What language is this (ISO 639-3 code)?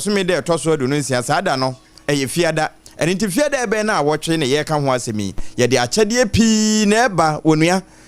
aka